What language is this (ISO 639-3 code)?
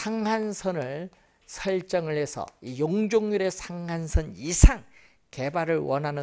kor